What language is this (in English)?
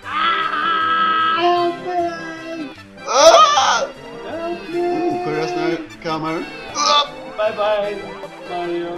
Faroese